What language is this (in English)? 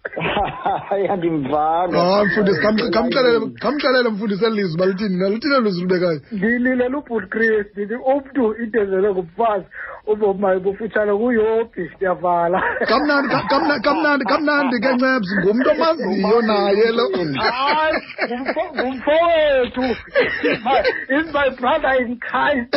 Xhosa